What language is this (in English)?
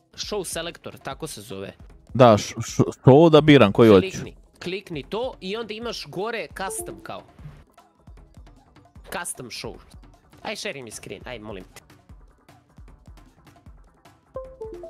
Serbian